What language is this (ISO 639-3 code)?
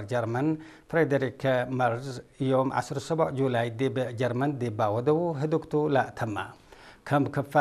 tir